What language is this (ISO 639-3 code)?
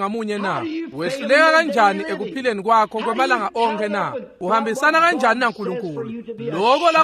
ssw